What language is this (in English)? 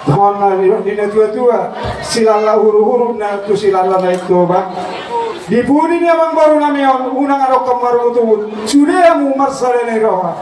Batak Toba